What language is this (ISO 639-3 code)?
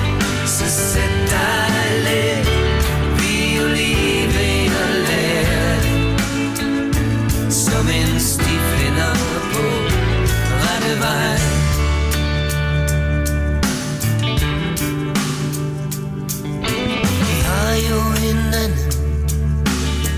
dan